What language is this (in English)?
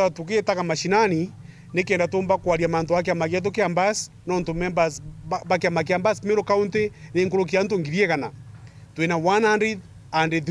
Meru